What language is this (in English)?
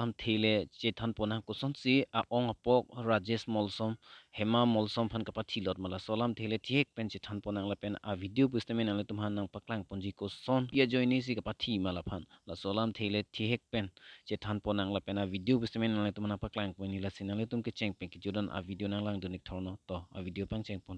Karbi